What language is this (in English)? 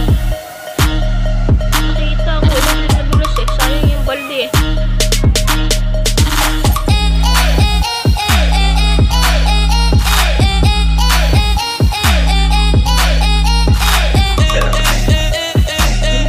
Filipino